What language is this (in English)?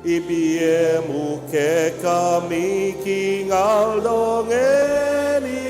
Pampanga